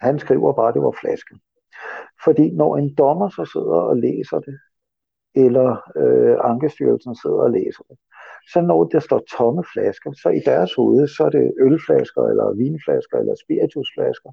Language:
Danish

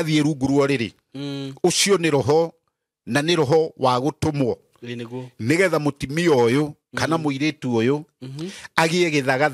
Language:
Kikuyu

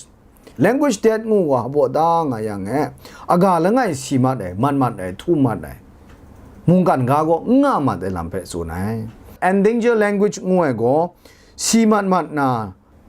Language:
Kachin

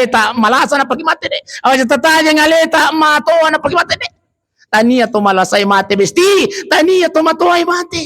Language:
Buginese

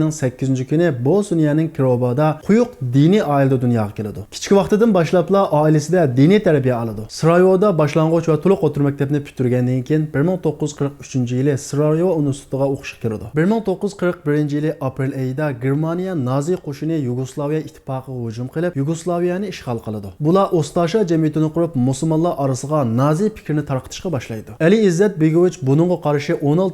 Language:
Uyghur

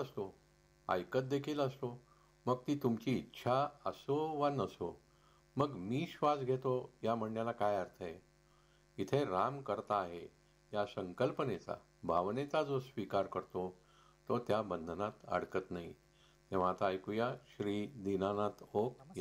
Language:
Marathi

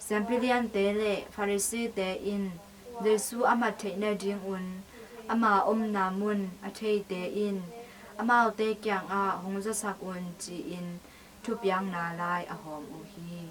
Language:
Tedim Chin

